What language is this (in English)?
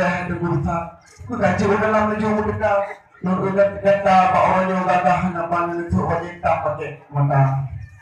Achinese